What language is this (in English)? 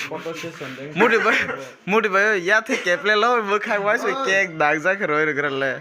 Kok Borok